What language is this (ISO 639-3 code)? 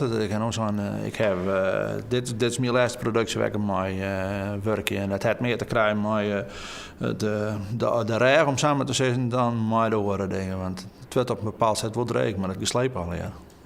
fry